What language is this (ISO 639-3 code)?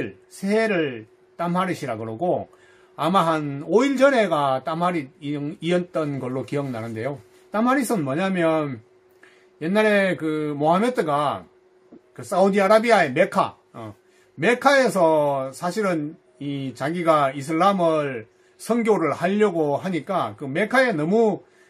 kor